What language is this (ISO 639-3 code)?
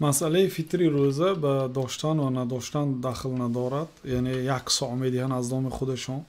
tgk